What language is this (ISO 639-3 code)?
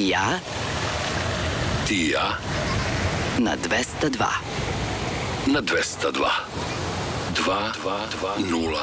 srp